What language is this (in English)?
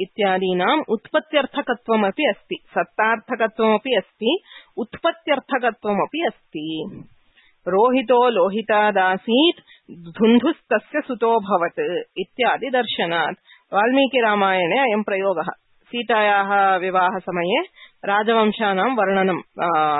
Sanskrit